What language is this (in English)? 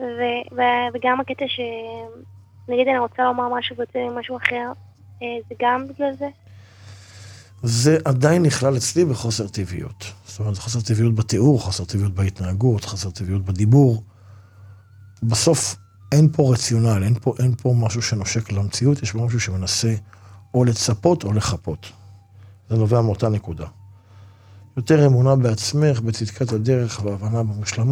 Hebrew